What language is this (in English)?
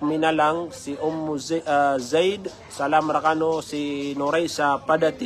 Maranao